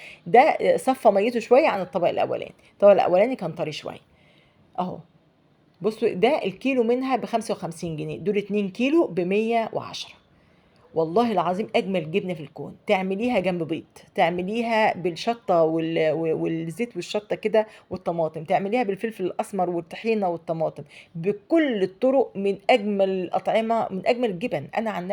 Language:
Egyptian Arabic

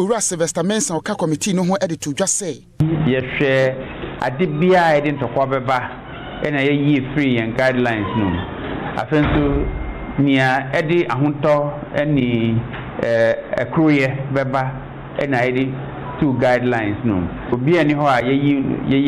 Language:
Akan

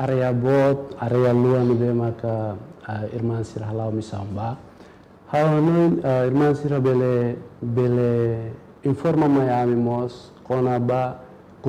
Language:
Tetum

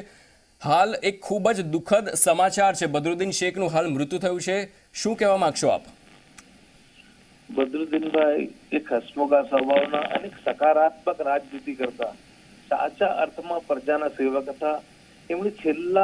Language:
Gujarati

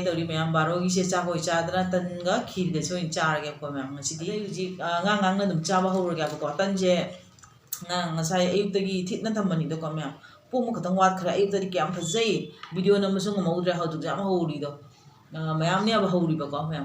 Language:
Manipuri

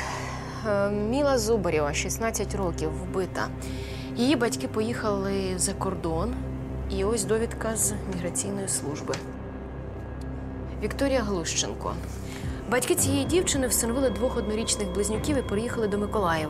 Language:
Ukrainian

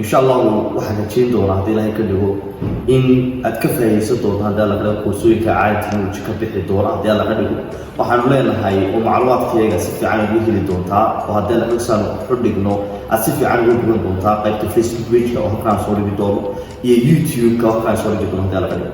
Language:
Somali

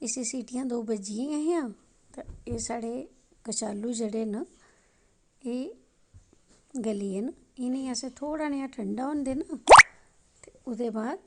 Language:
Dogri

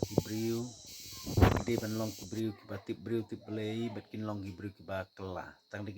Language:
Khasi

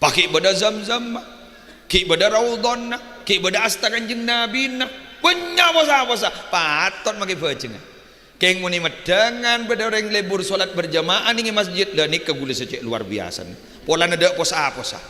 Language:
Madurese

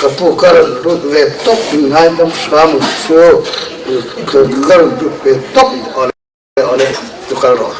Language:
Falam Chin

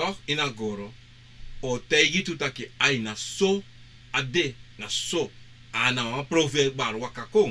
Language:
Sranan Tongo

